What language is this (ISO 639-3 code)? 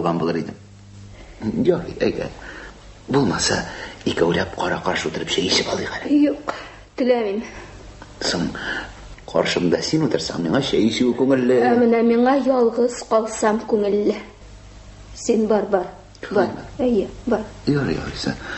tat